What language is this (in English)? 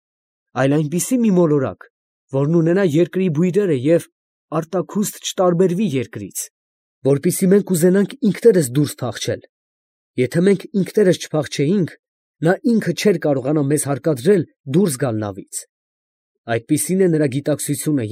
Armenian